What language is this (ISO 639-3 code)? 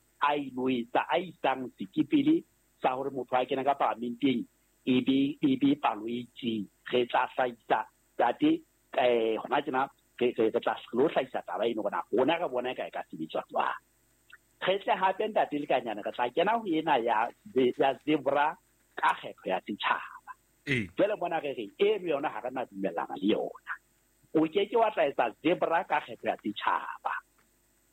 sot